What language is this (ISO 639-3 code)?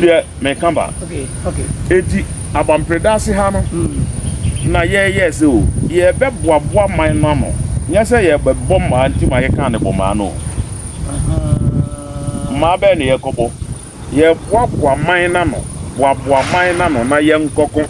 aka